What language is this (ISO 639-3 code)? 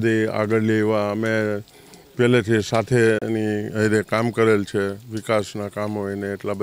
guj